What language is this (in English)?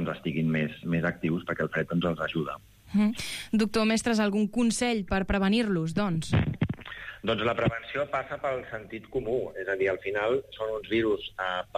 Catalan